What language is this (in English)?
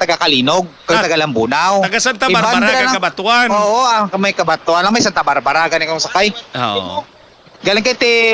Hiligaynon